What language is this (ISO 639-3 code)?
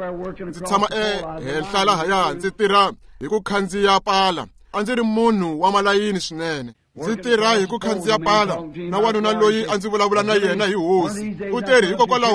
tso